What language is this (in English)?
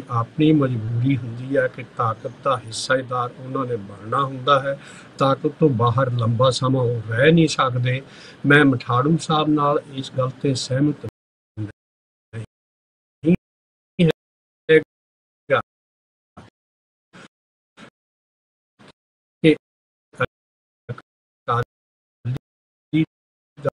Punjabi